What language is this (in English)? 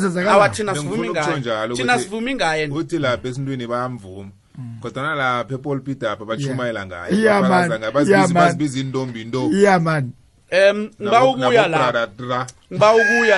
South Ndebele